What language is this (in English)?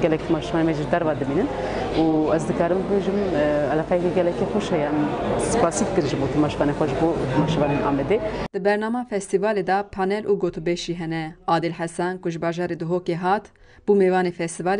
Kurdish